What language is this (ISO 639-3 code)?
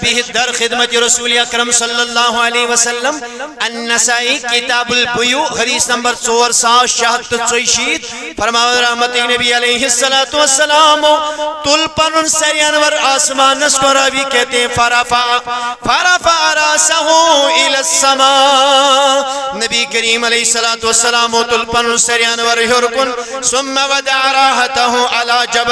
kas